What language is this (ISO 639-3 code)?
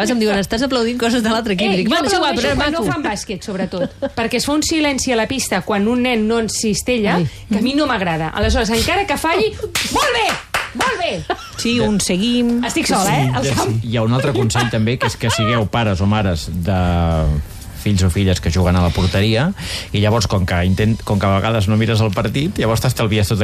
cat